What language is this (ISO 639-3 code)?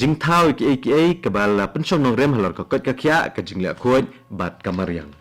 kha